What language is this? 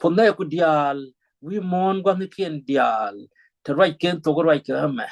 Nuer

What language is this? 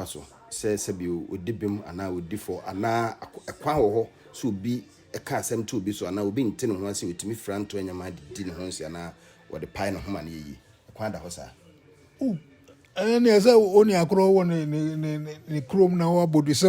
Akan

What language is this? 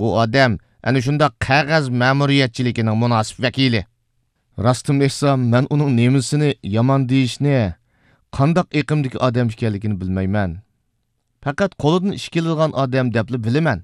Uyghur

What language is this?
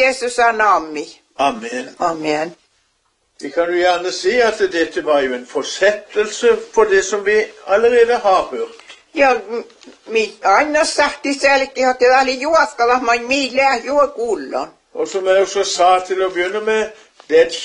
Norwegian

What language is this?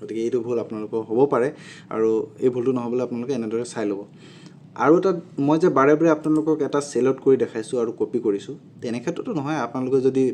Assamese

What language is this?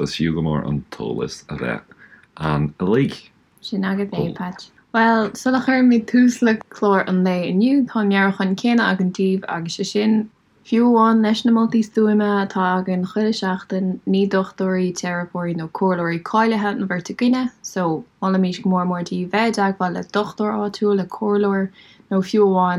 Irish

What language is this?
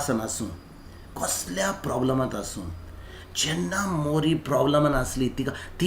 Konkani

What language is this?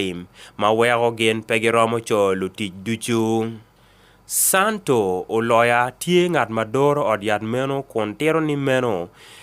Acoli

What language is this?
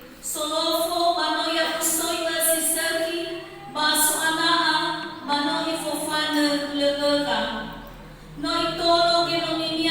Nias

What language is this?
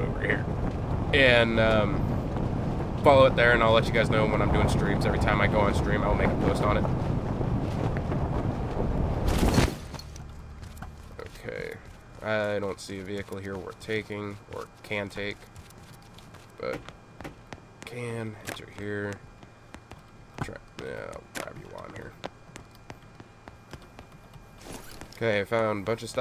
English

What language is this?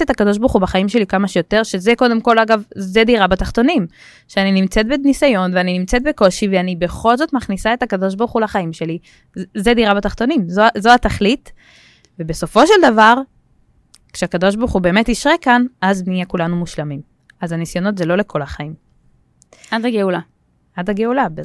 Hebrew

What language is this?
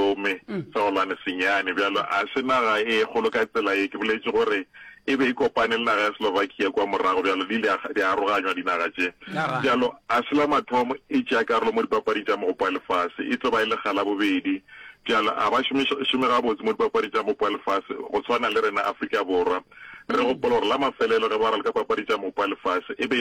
Northern Sotho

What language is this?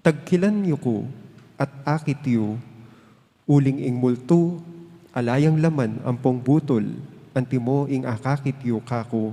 Pampanga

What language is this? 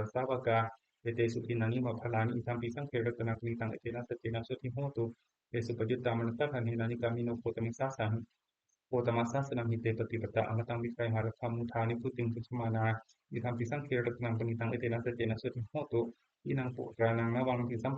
Pali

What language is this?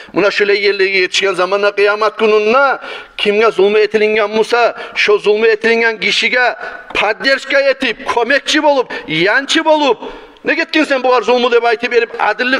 Kumyk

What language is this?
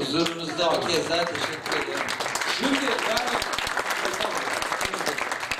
Turkish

